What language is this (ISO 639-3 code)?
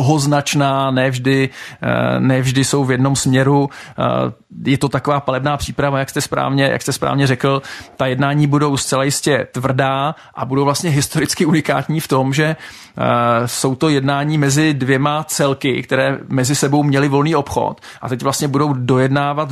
ces